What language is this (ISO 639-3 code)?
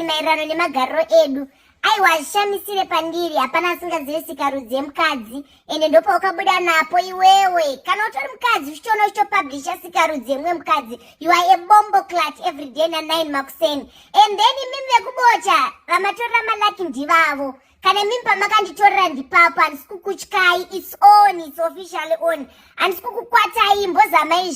sna